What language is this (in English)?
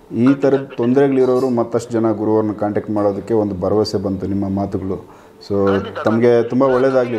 Kannada